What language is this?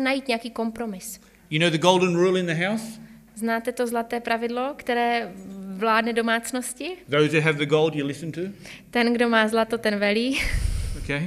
Czech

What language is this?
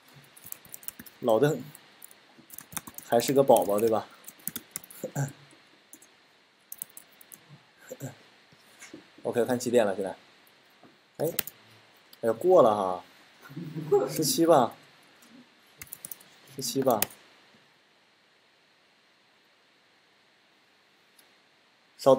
Chinese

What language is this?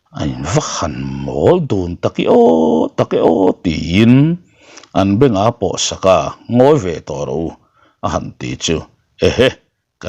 Mizo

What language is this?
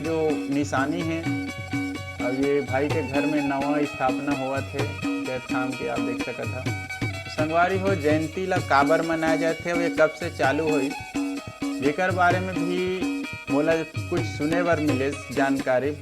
Chhattisgarhi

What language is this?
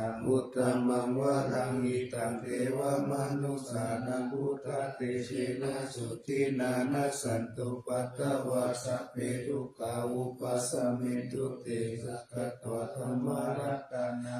Pali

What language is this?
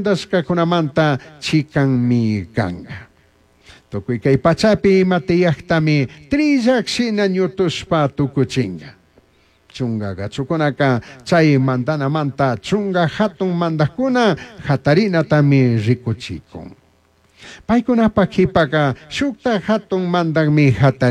Chimborazo Highland Quichua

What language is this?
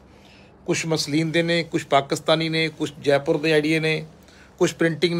Punjabi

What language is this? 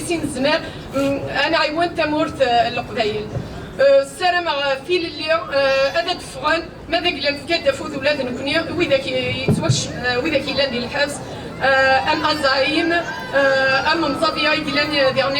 Kabyle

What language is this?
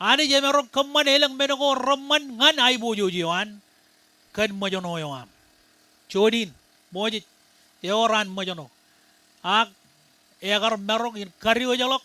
Marshallese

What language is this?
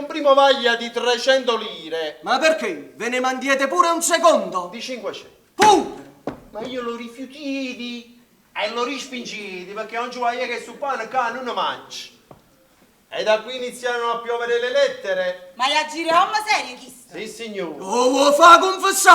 Neapolitan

